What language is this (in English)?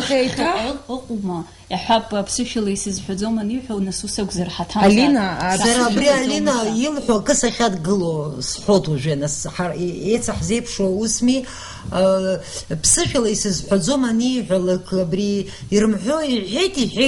Abkhazian